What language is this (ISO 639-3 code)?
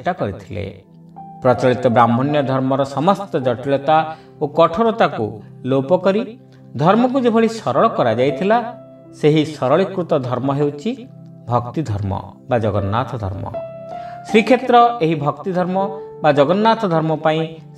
ori